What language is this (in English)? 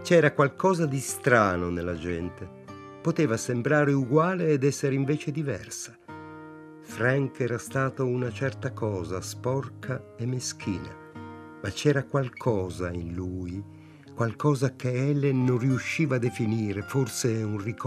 Italian